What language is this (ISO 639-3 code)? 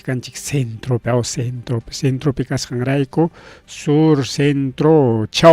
quy